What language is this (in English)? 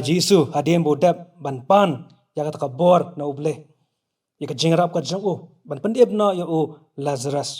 Khasi